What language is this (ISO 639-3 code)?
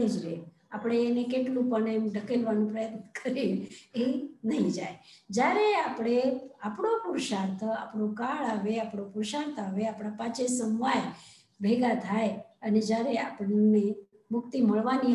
guj